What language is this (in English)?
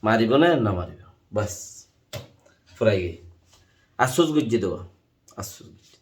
Rohingya